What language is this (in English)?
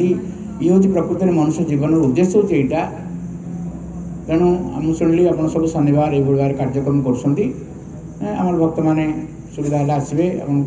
Odia